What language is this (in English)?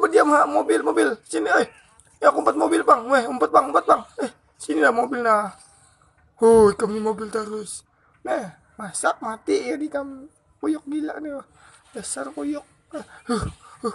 Banjar